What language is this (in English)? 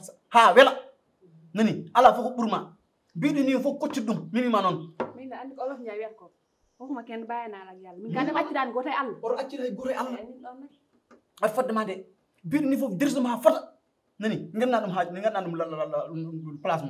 Fula